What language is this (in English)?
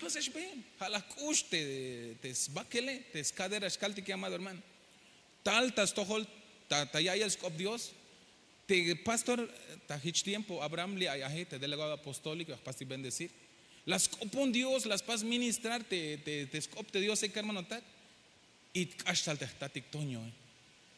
Tzeltal